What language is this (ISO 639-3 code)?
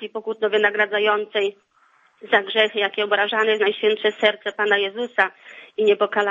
pol